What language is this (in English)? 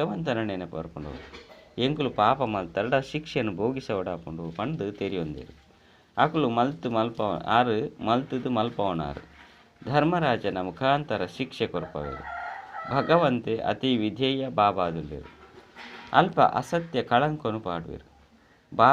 Tulu